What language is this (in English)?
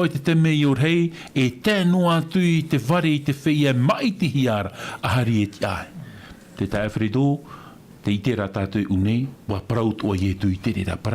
Tahitian